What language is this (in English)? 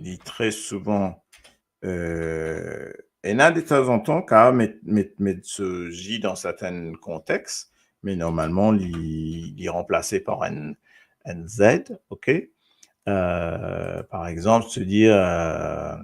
Morisyen